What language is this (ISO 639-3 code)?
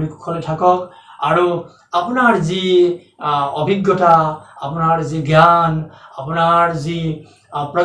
asm